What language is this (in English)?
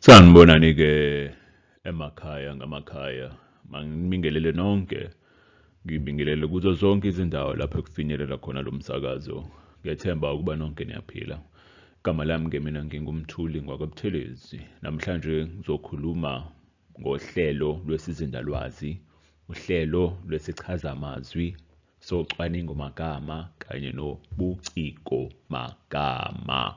Zulu